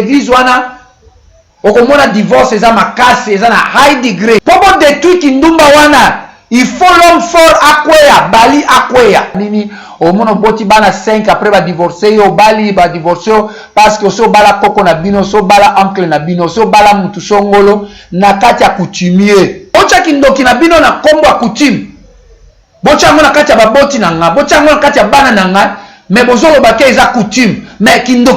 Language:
Lingala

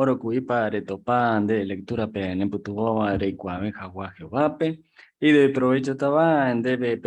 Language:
Guarani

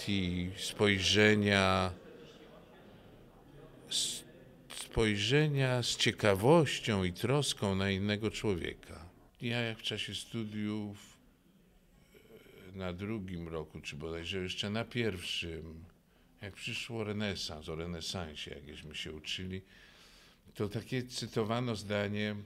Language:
Polish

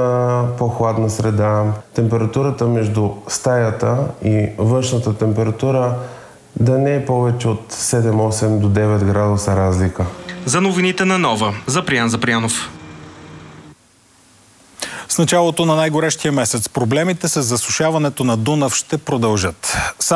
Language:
Bulgarian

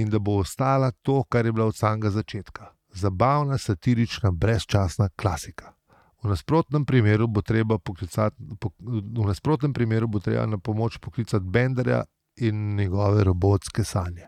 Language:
Slovenian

